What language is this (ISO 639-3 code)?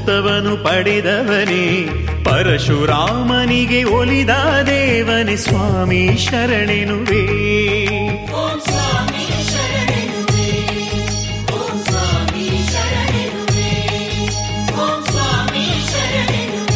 kan